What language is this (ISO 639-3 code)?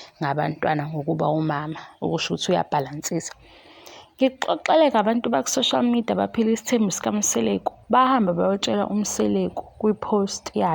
zul